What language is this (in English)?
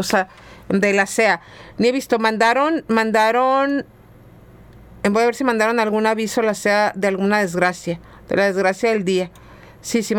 Spanish